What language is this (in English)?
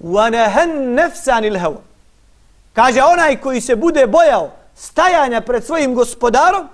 Bosnian